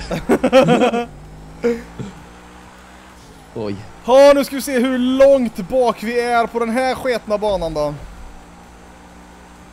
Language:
Swedish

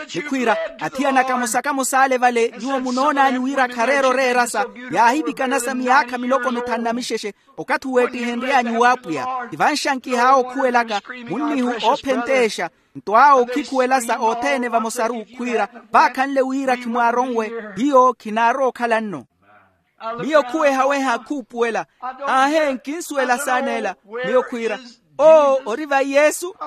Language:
Makhuwa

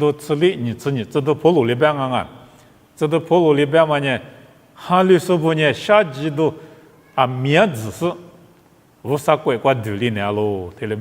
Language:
Lisu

